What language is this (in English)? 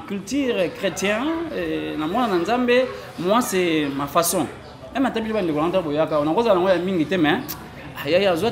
Lingala